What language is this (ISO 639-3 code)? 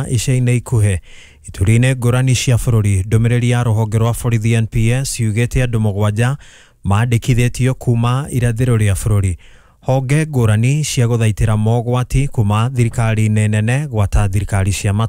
kik